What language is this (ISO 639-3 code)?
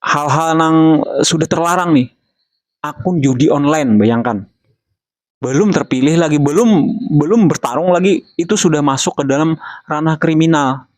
bjn